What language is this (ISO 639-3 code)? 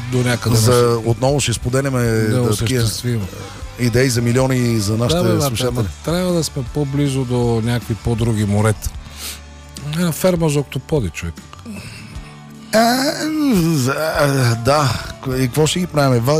bul